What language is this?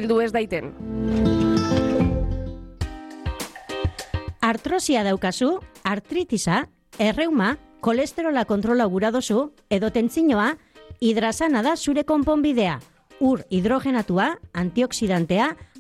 Basque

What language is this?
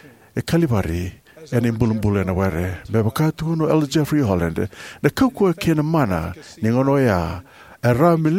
Fijian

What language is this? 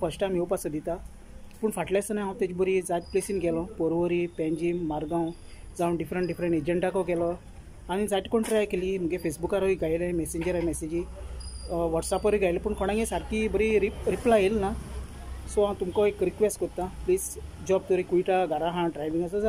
Konkani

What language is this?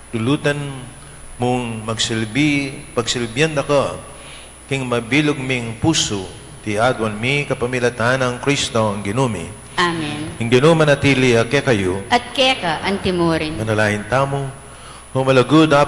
Pampanga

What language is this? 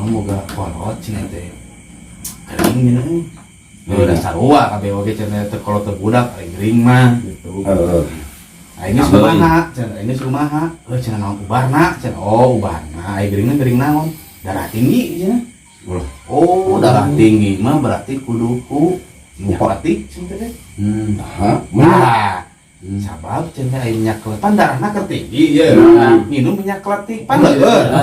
Sundanese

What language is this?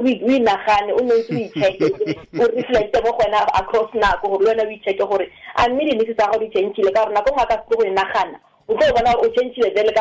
Tswana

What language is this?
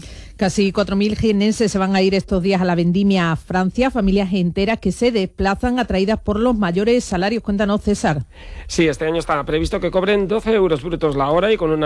Spanish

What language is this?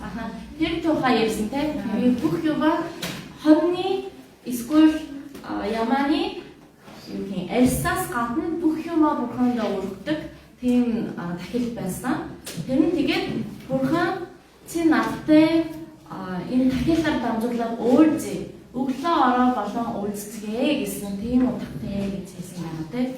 Mongolian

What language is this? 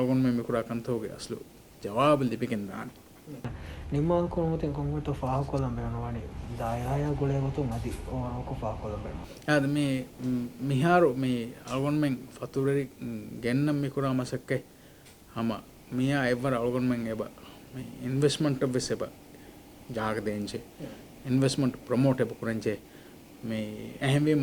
Divehi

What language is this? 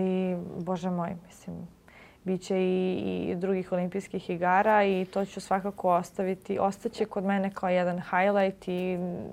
Serbian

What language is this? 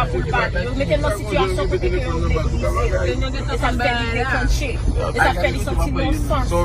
Haitian Creole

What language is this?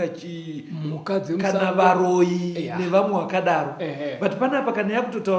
Shona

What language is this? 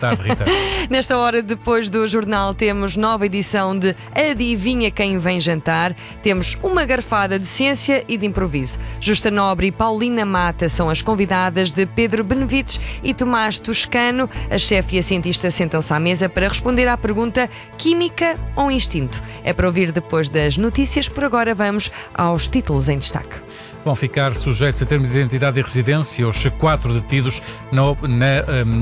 Portuguese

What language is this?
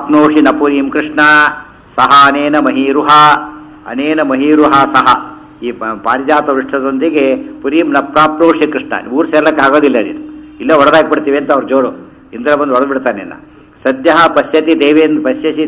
Kannada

